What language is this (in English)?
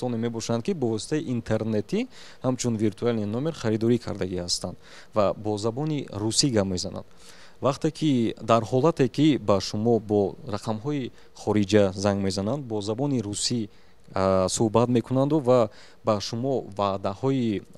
Tajik